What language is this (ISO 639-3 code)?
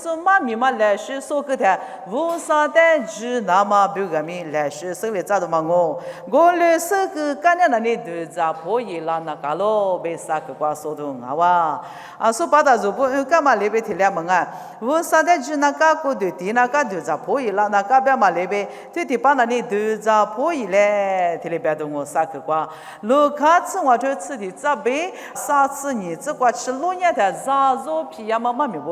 lis